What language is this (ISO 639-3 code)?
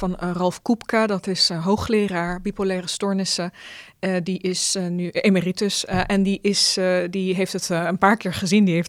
nld